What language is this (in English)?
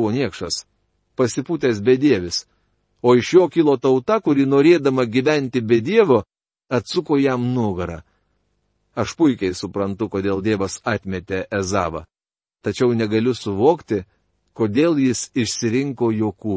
Lithuanian